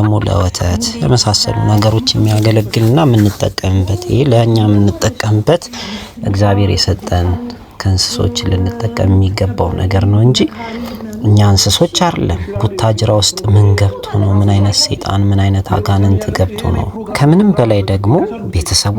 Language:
Amharic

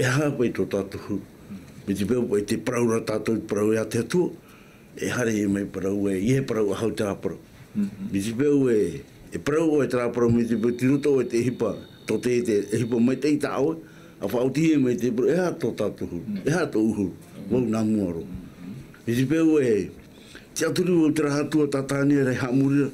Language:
Tahitian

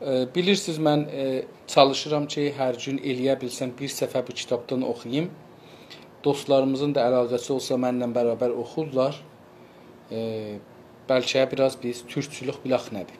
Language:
South Azerbaijani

